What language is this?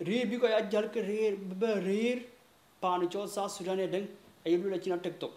Dinka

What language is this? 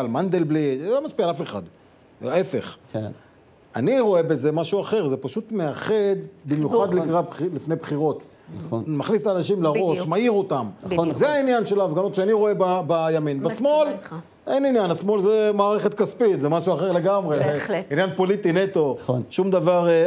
Hebrew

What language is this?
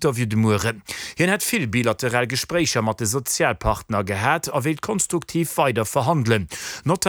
Luxembourgish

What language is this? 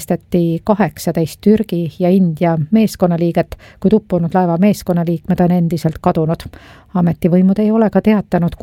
Estonian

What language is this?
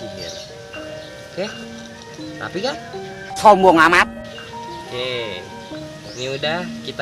Betawi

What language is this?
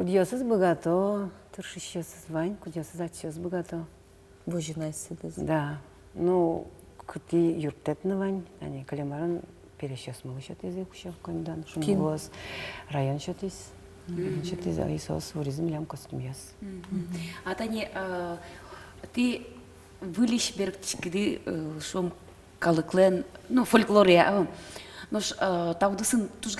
Udmurt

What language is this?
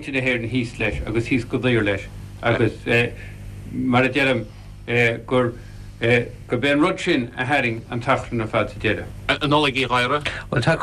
Irish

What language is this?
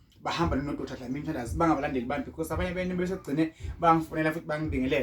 Zulu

